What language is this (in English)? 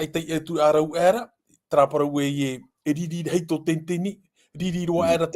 Tahitian